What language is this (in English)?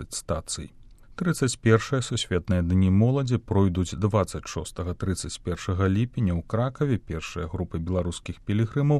Belarusian